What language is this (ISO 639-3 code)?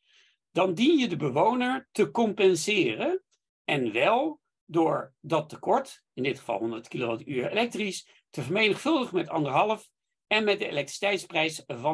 nld